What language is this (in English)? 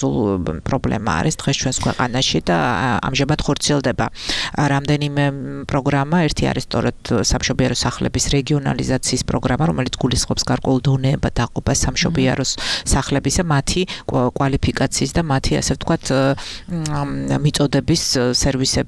Georgian